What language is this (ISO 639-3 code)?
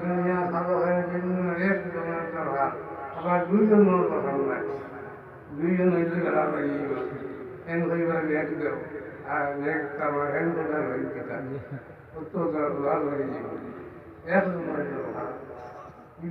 syl